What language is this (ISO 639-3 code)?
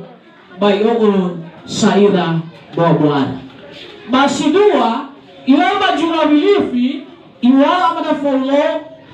nia